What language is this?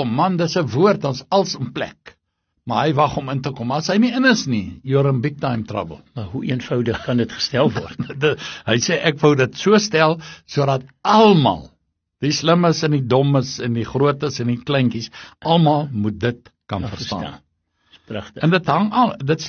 Afrikaans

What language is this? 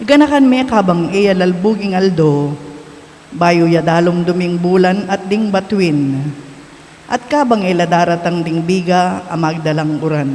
Pampanga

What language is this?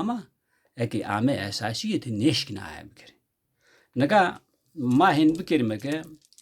Zaza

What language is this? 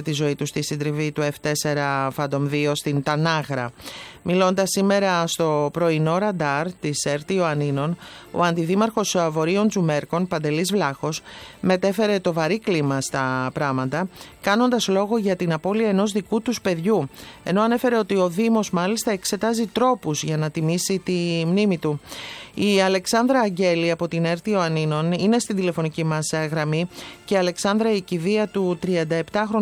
Greek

